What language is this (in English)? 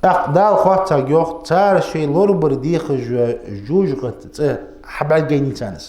Ingush